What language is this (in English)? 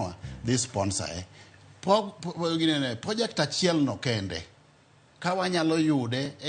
Luo (Kenya and Tanzania)